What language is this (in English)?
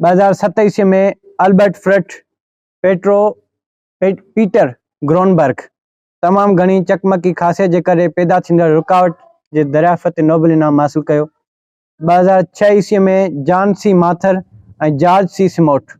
Sindhi